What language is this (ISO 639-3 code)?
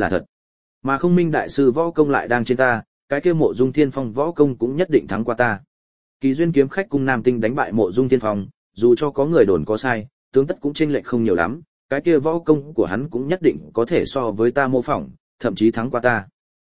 vie